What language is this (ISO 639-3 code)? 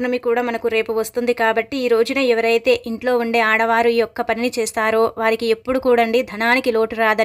tel